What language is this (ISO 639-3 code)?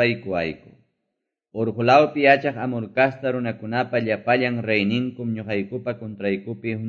que